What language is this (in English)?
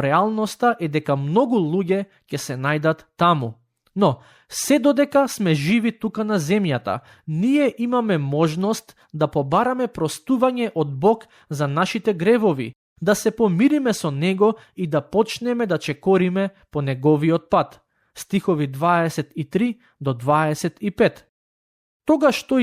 Macedonian